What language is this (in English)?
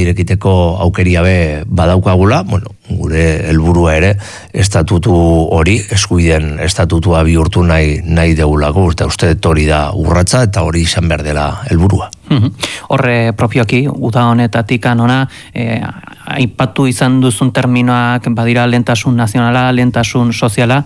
Basque